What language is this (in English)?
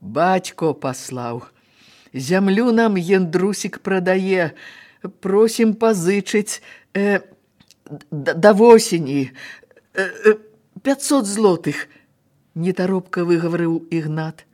Belarusian